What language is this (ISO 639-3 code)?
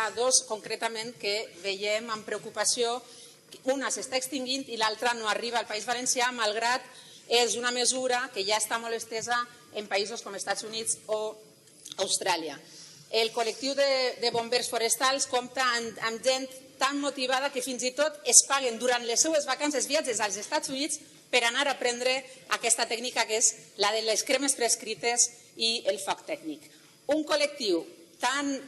cat